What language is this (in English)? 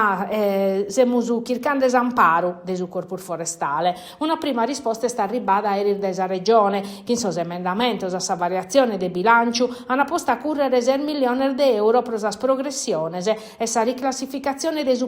Sardinian